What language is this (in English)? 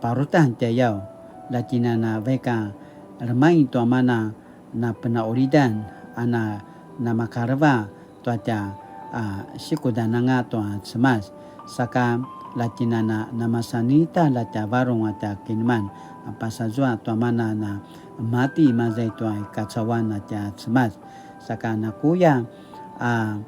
Paiwan